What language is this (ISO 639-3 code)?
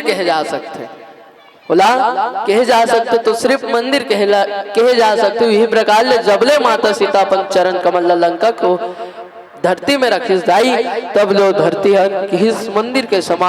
hne